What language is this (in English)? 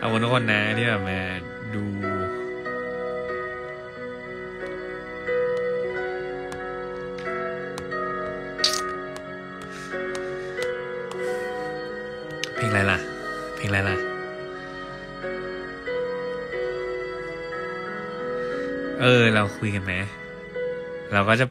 Thai